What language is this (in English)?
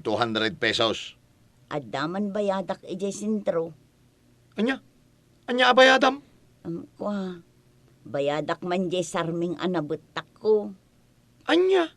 Iloko